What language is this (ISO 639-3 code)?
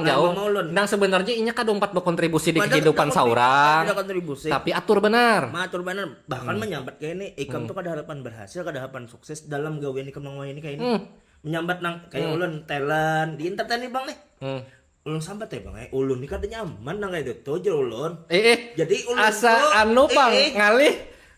bjn